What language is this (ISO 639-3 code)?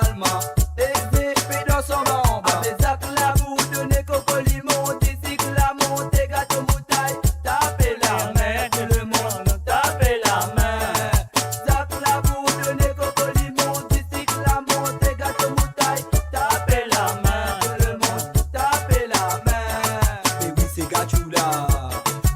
mfe